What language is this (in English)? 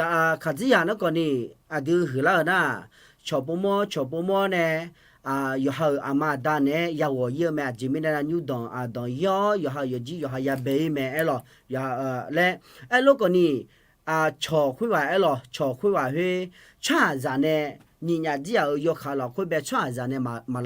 Akha